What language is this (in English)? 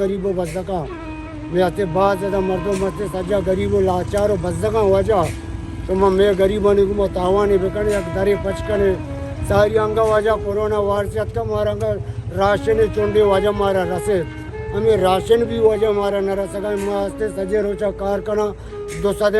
Baluchi